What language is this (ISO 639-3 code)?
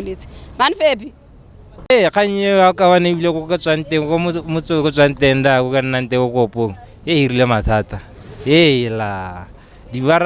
tsn